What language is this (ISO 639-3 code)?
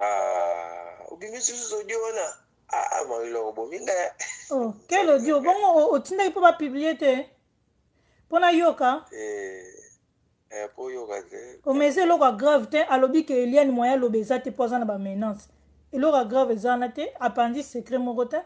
lin